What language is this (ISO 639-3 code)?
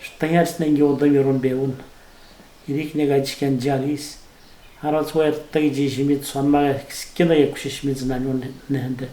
atj